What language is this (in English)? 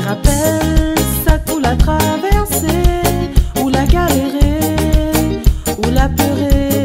Réunion Creole French